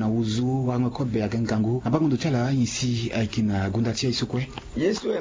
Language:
Sango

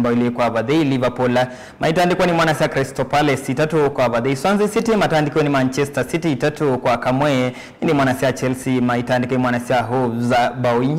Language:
Kamba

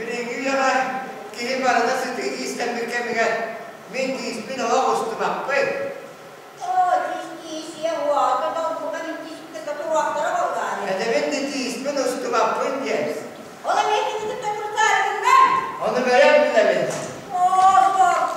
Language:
Yakut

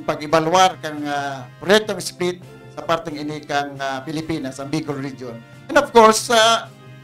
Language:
Bikol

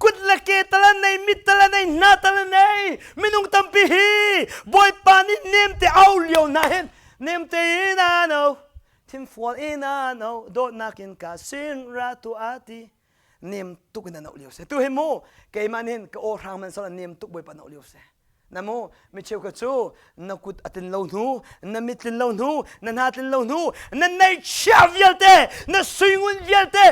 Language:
Hakha Chin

